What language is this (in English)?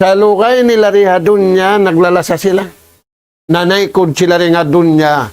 Tausug